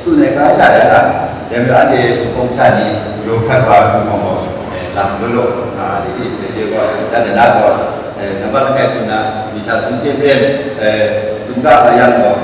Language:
Kachin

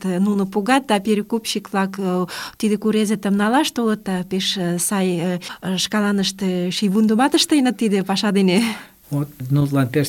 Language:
Mari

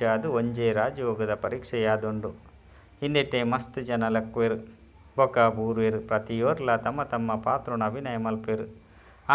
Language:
Tulu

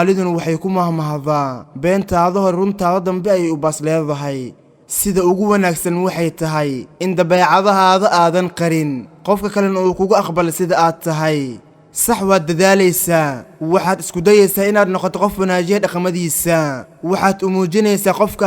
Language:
Somali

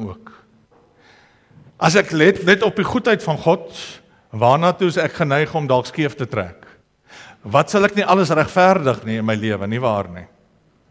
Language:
Afrikaans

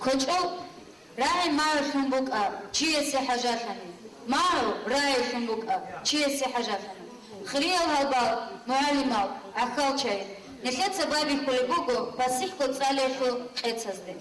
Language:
Avaric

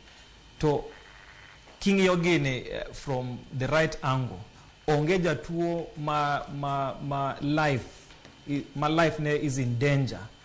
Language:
Luo (Kenya and Tanzania)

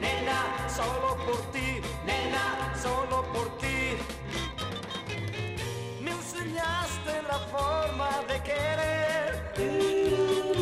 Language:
Spanish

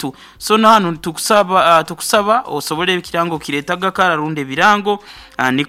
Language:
Nyoro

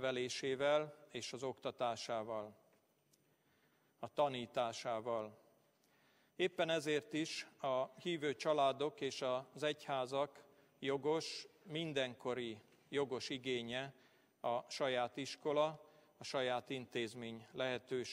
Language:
Hungarian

